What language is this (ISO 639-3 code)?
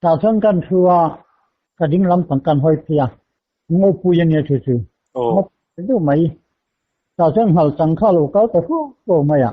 lus